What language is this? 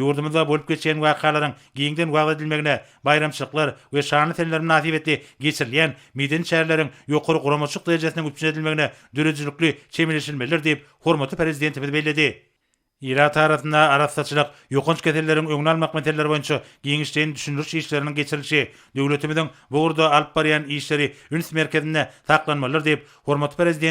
Turkmen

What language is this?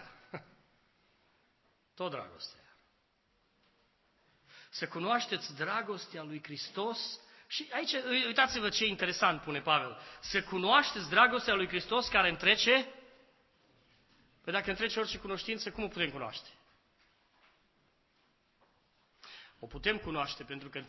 Romanian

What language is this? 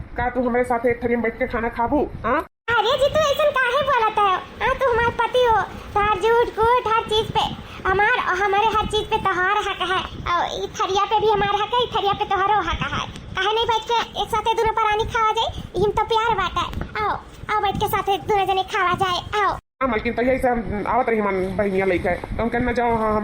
Awadhi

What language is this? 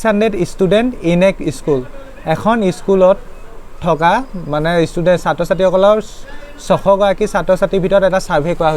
Assamese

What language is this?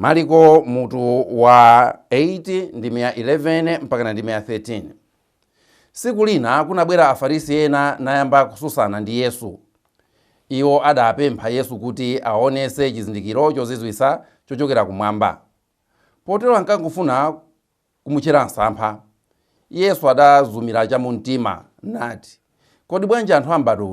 Nyanja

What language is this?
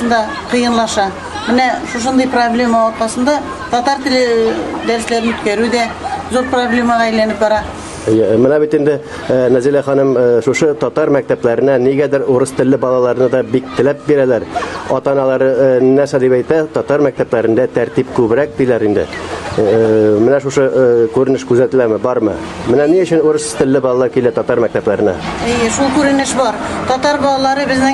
Tatar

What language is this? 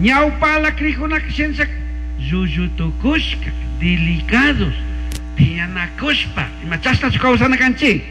Chimborazo Highland Quichua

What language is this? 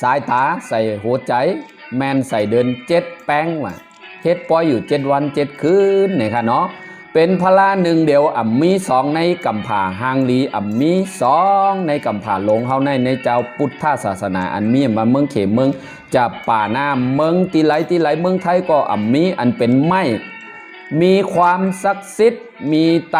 Shan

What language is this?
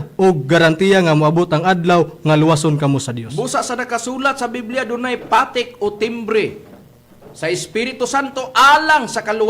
Cebuano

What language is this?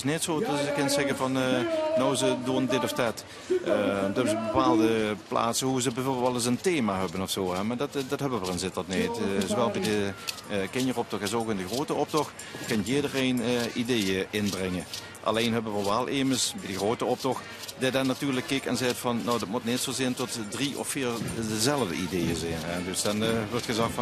Limburgish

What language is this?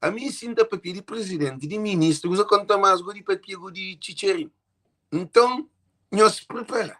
Kabuverdianu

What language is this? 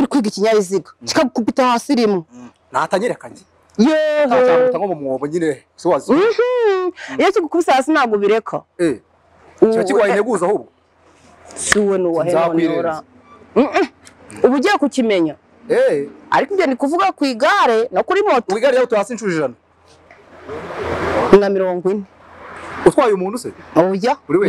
Kinyarwanda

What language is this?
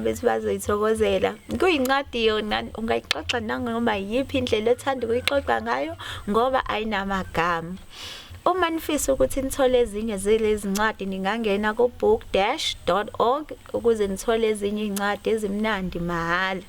Zulu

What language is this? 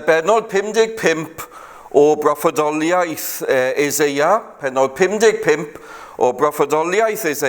Welsh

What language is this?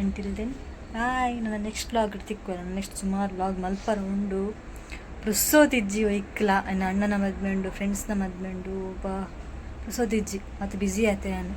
Tulu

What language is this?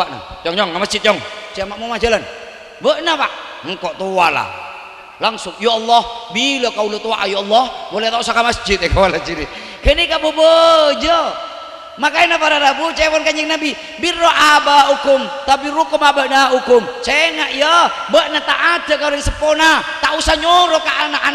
Madurese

